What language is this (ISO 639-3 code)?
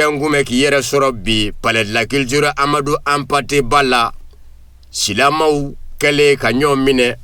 bam